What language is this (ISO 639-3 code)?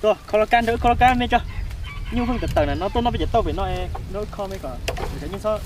hmn